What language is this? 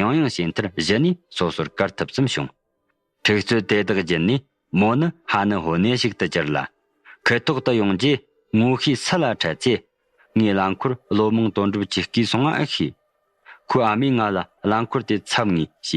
Tibetan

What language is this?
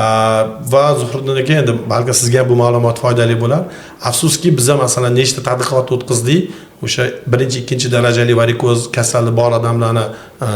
Uzbek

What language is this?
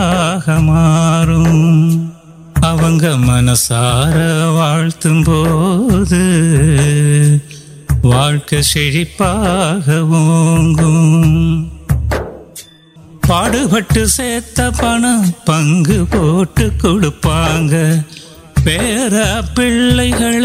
Tamil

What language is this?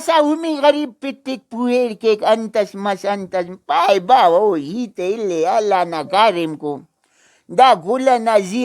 Brahui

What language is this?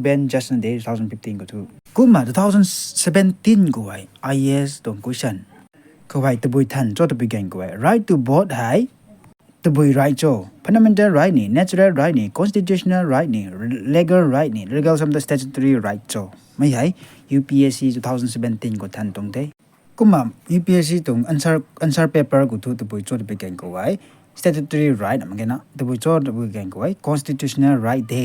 Rongmei Naga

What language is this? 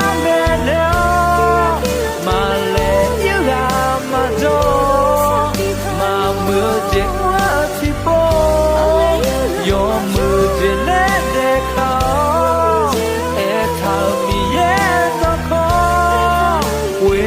Akha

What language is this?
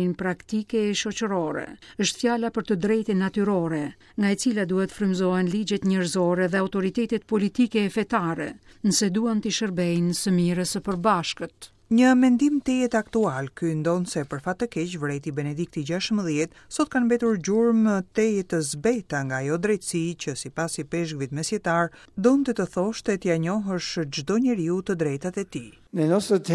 Albanian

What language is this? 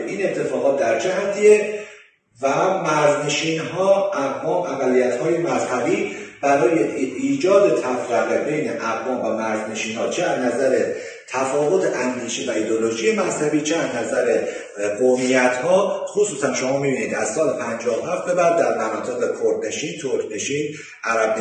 Persian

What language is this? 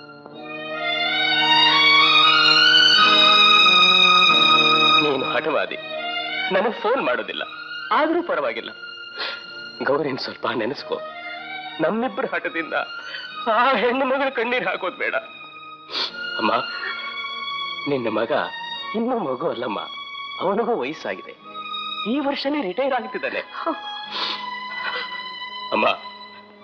Kannada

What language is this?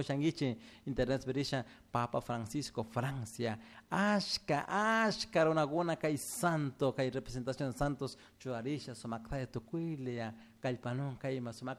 Chimborazo Highland Quichua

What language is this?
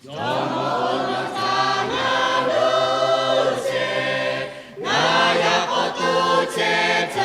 Lahu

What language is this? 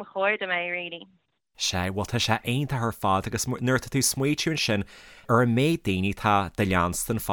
Irish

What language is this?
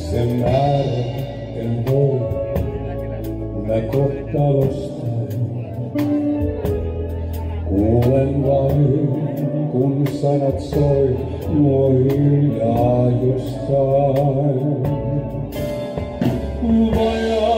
Finnish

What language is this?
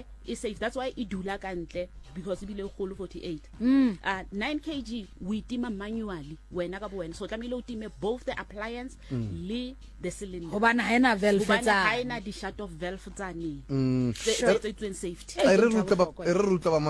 Southern Sotho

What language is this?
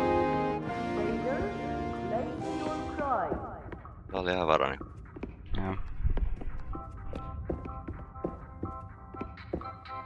Finnish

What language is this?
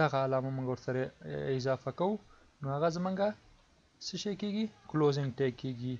Pashto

